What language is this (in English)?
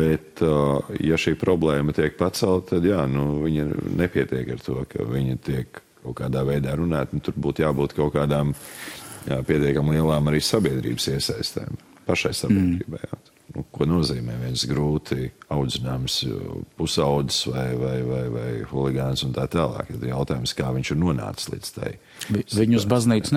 Latvian